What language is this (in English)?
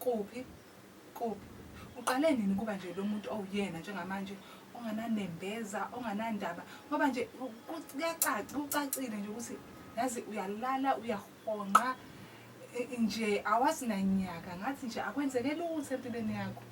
Zulu